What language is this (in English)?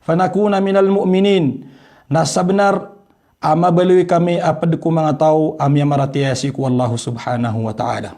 Maranao